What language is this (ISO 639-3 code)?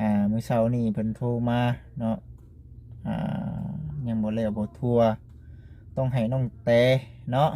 lao